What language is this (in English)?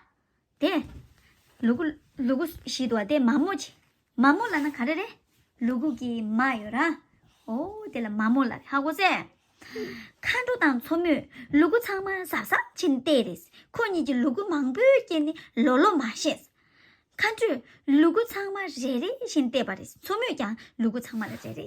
Tibetan